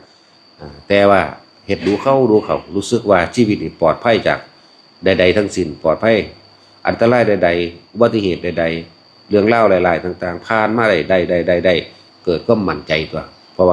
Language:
Lao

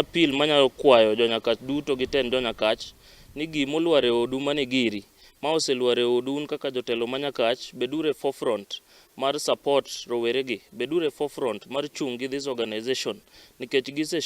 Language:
Luo (Kenya and Tanzania)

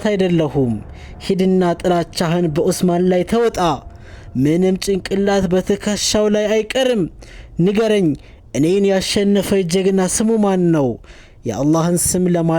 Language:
Amharic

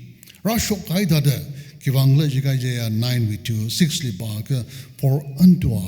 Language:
Tangkhul Naga (India)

